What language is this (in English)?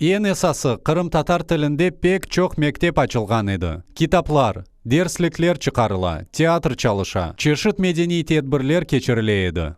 Crimean Tatar